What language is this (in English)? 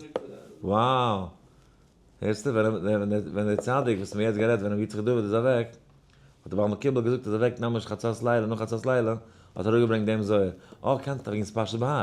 Yiddish